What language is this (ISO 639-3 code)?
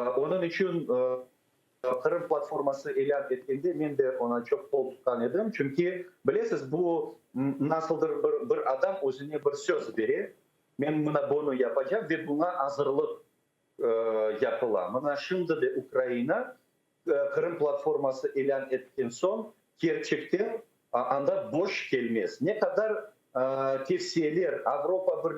crh